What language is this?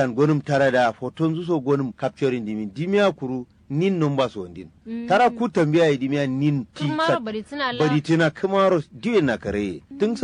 Kanuri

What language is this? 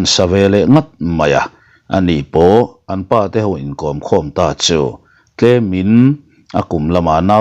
Mizo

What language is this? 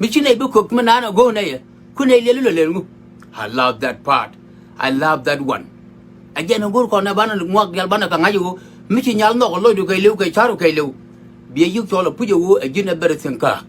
Nuer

